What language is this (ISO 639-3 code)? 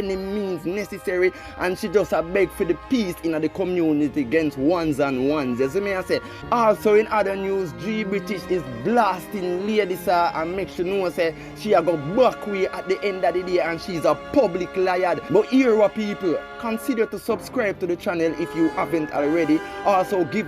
jam